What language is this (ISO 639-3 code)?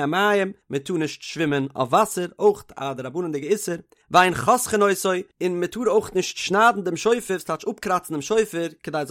yid